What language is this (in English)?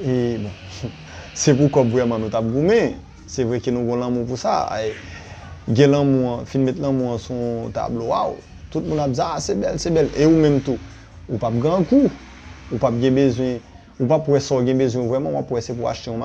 Haitian Creole